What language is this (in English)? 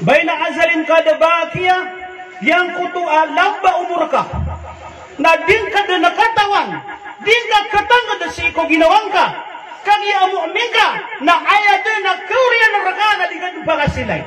Maranao